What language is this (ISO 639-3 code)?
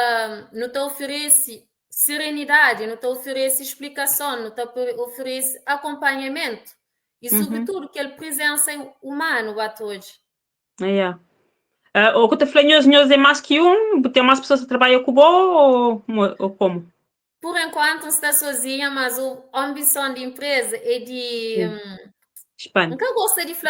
kea